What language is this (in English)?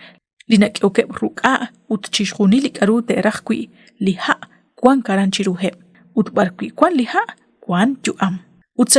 Kekchí